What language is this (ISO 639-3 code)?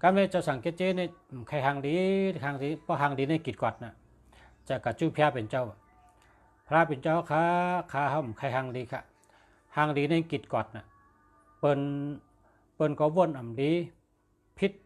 shn